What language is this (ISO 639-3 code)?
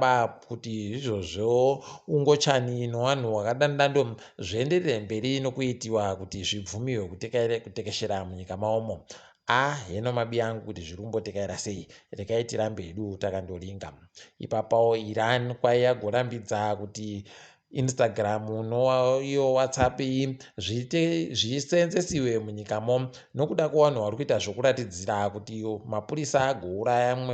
ndc